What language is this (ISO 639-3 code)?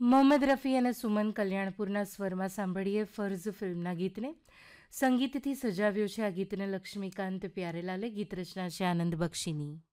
guj